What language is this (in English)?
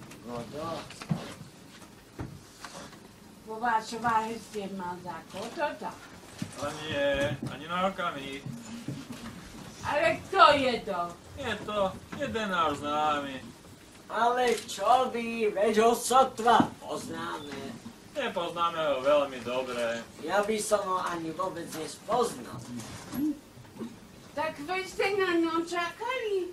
Slovak